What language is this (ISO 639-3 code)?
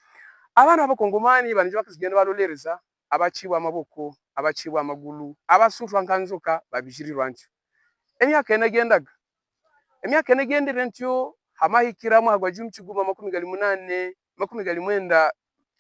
hav